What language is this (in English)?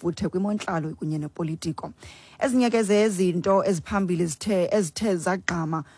Xhosa